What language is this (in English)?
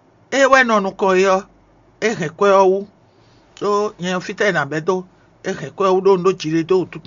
Fon